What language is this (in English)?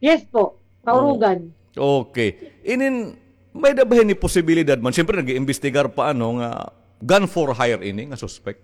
Waray